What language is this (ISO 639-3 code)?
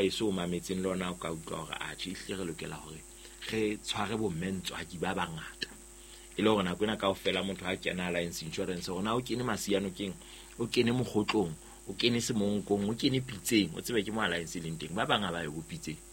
sot